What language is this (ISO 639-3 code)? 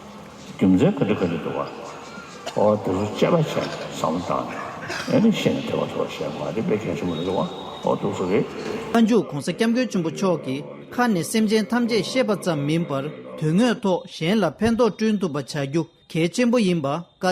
bod